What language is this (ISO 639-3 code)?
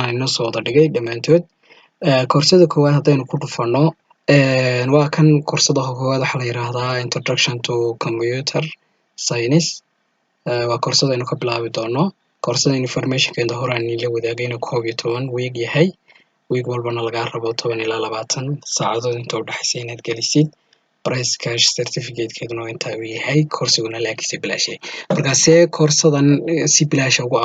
som